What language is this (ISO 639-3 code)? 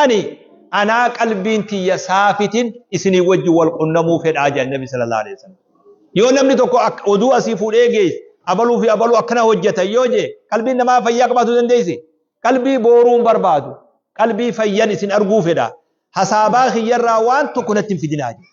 orm